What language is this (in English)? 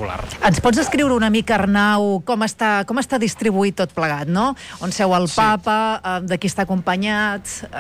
Catalan